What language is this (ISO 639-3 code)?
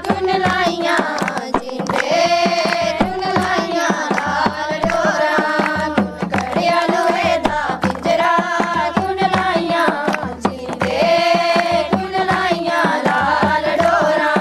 doi